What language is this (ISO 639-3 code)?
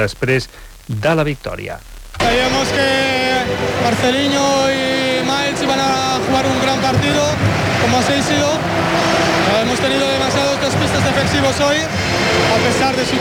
cat